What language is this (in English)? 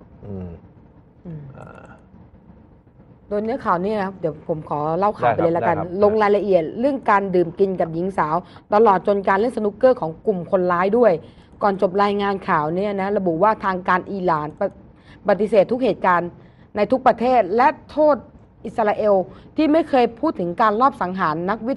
Thai